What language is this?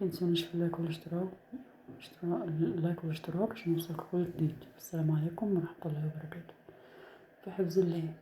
Egyptian Arabic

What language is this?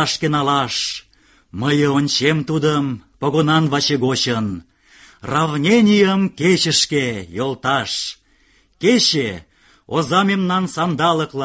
Mari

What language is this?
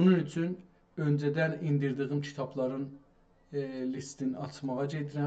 South Azerbaijani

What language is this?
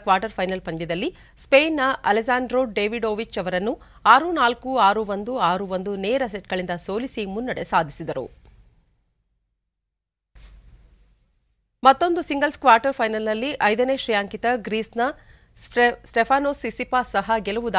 Kannada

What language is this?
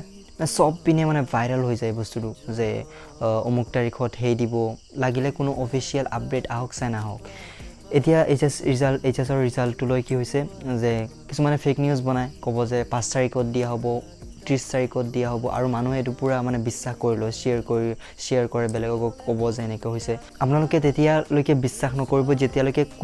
Assamese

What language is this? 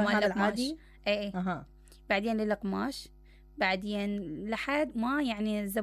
Mesopotamian Arabic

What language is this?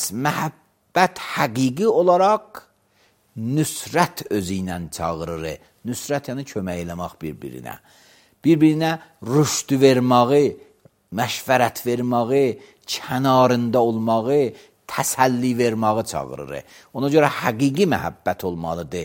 Azerbaijani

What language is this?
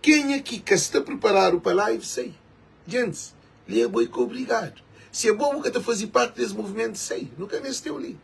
Kabuverdianu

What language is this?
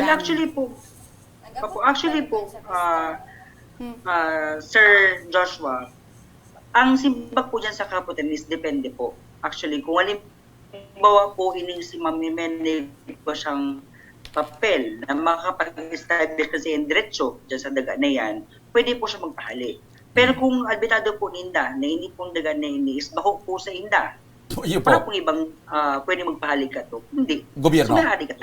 Bikol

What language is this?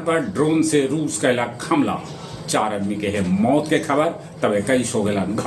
Magahi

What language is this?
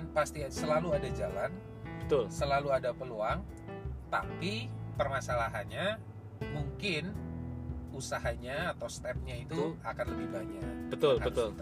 Indonesian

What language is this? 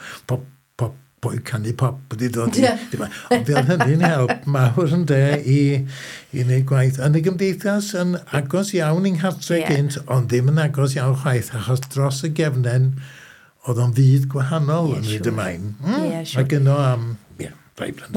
Welsh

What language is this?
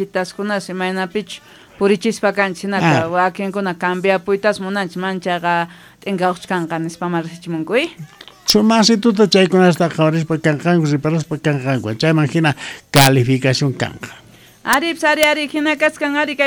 South Bolivian Quechua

